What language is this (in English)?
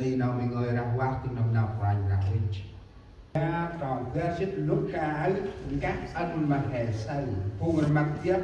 Central Mnong